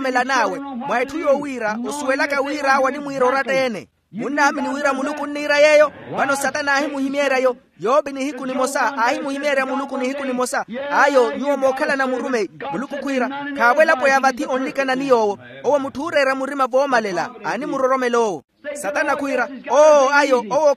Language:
Makhuwa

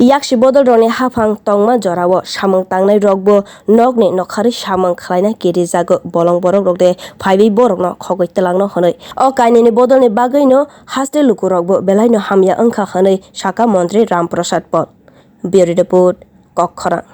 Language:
Kok Borok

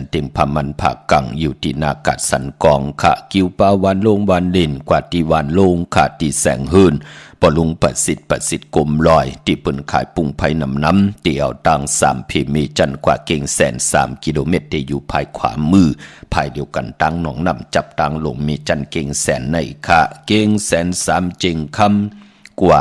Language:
Shan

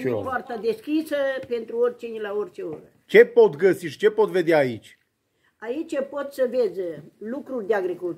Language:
Romanian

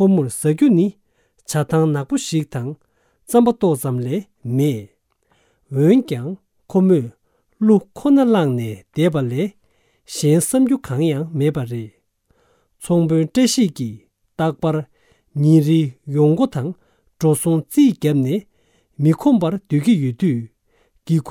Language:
Tibetan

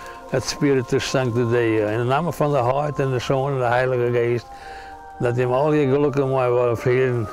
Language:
Western Frisian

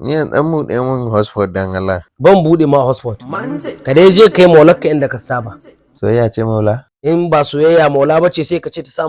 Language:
Hausa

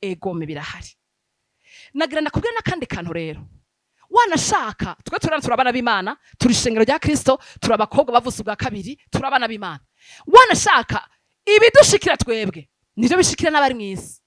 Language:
Rundi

